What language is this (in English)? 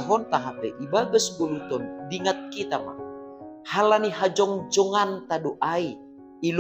Batak Simalungun